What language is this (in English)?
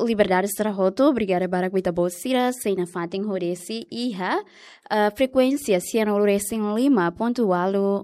Tetum